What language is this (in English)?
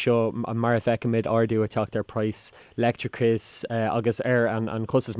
Irish